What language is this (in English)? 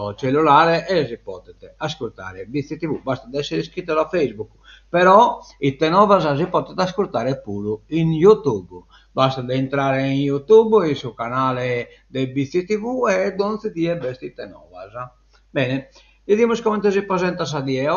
Sardinian